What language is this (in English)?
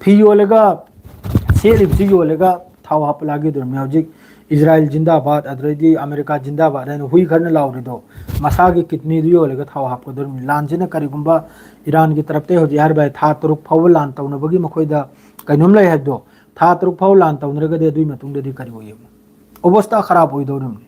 Manipuri